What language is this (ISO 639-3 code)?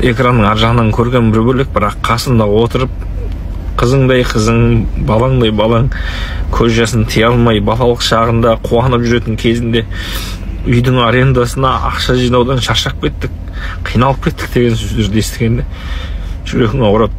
kaz